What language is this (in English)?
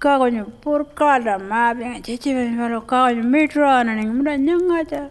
Pitjantjatjara